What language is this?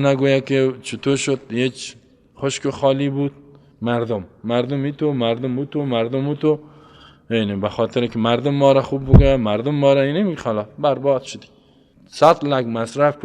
Persian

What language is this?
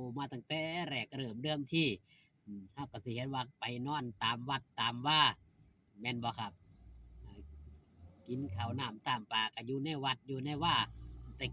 Northeastern Thai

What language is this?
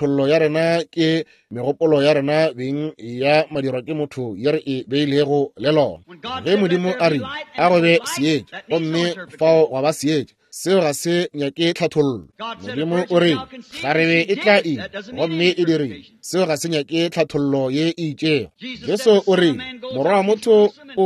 Northern Sotho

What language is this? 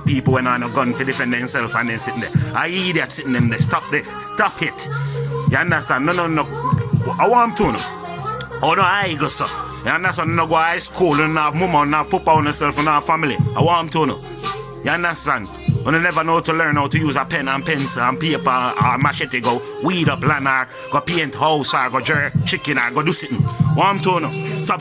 Jamaican Creole English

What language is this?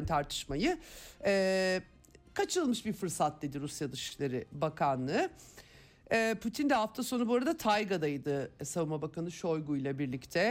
Turkish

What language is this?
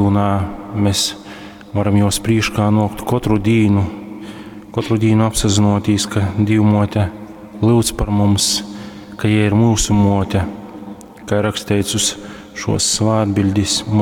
Latgalian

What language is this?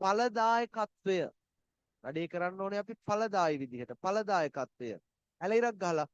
Sinhala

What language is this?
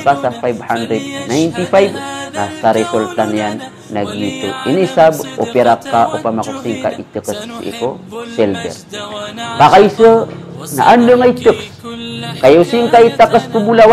Maranao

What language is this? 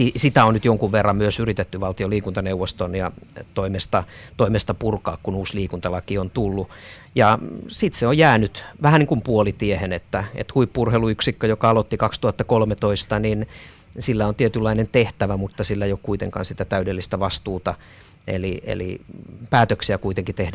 Finnish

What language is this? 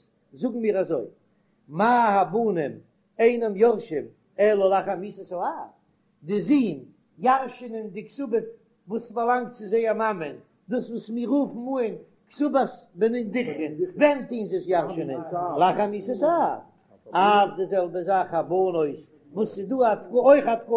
Yiddish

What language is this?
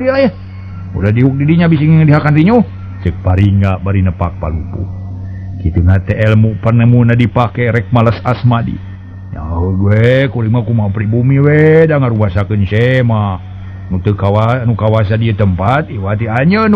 Sundanese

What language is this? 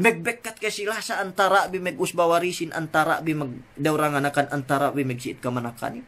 Yakan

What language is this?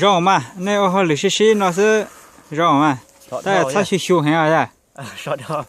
Hmong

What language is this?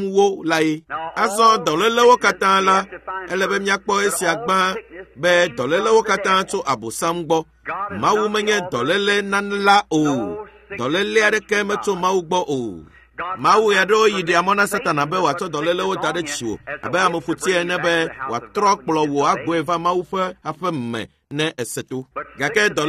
Ewe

